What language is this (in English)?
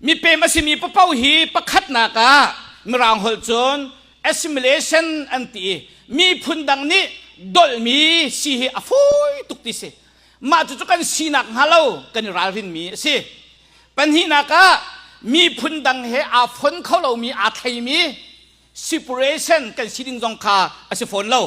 Hakha Chin